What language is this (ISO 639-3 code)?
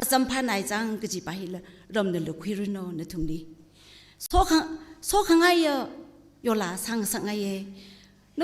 nmf